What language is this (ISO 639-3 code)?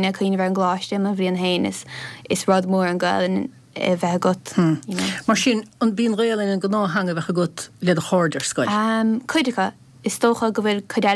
gle